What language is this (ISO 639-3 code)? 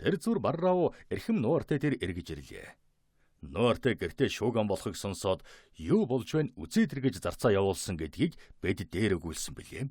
mon